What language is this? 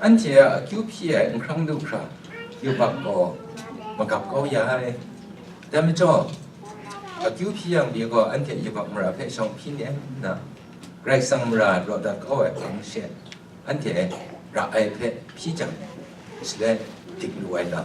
Kachin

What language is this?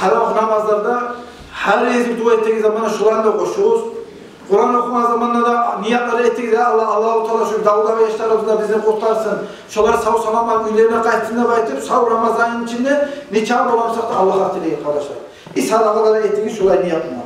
Kumyk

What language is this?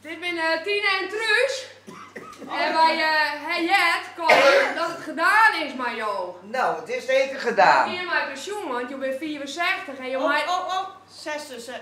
Western Frisian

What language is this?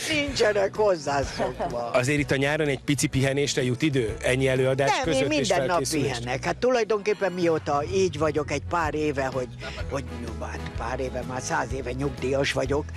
Hungarian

